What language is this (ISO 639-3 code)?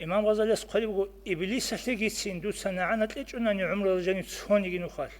ava